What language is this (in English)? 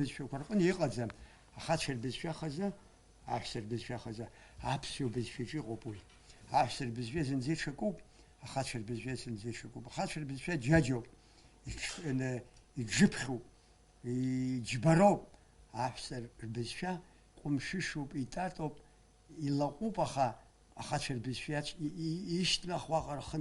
Abkhazian